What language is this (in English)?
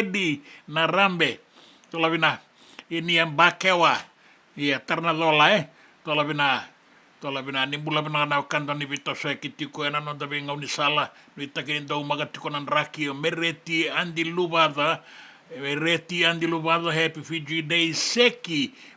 Fijian